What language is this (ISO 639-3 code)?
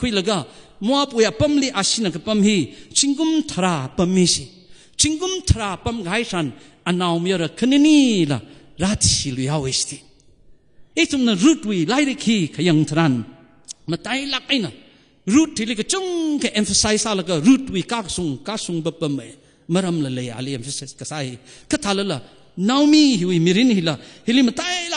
nmf